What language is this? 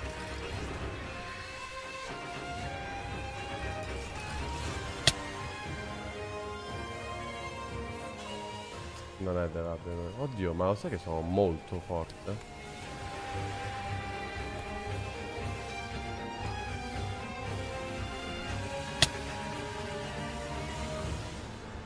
Italian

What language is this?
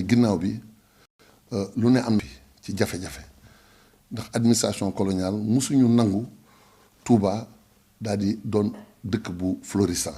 Wolof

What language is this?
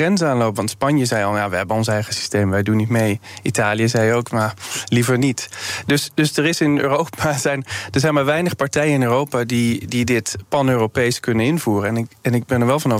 Dutch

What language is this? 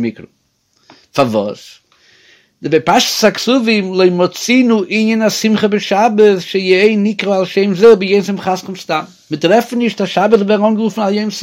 Yiddish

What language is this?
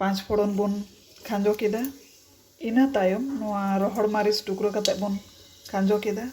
Santali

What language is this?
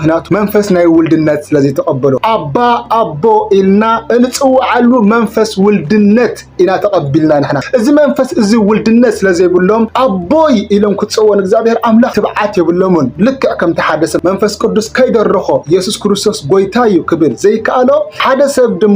Tigrinya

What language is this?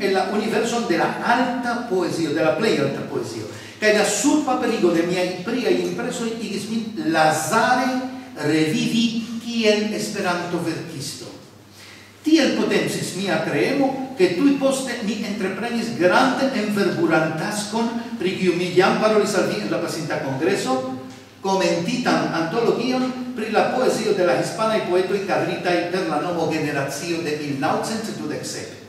Esperanto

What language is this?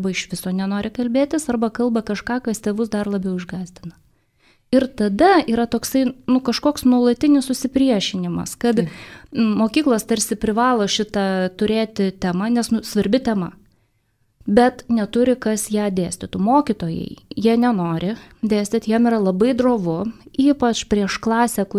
Lithuanian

